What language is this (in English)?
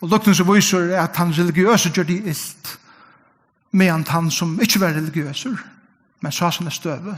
Faroese